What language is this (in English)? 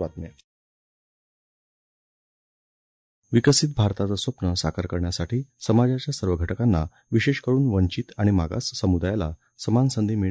Marathi